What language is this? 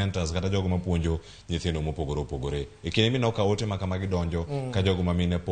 Luo (Kenya and Tanzania)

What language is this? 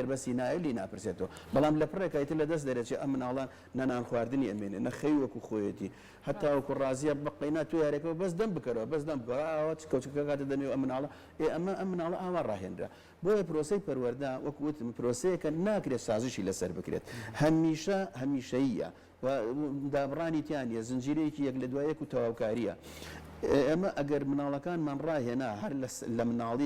Central Kurdish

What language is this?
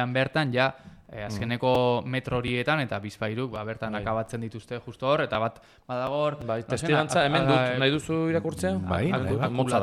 Basque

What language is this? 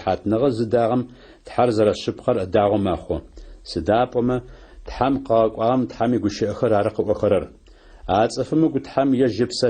Adyghe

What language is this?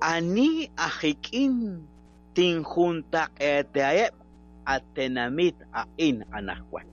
Kekchí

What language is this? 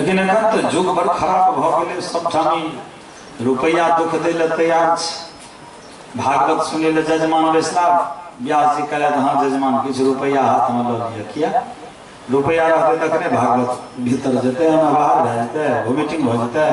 Maithili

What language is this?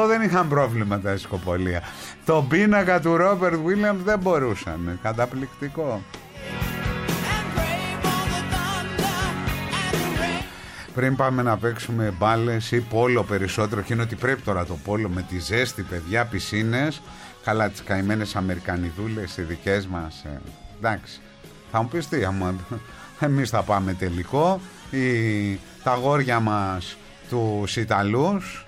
Greek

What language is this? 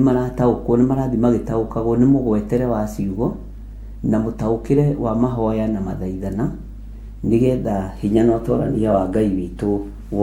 Kikuyu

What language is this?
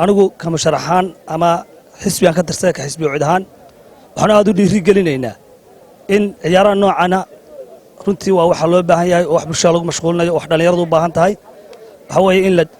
Somali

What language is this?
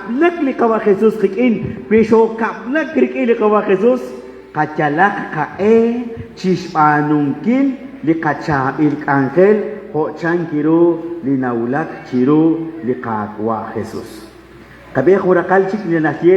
Kekchí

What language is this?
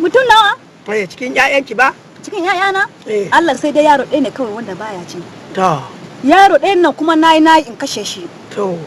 Hausa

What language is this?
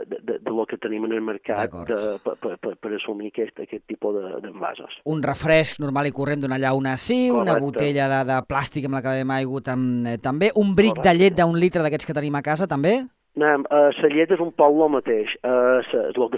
Catalan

